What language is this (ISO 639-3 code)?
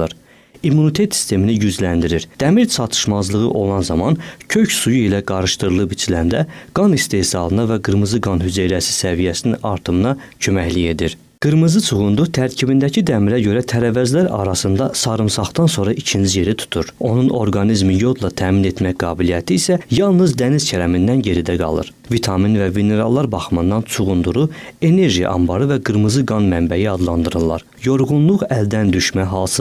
aze